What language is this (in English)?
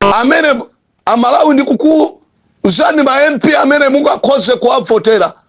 Nyanja